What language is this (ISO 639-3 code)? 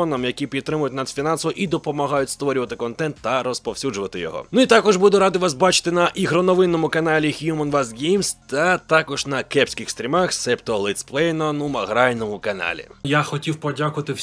ukr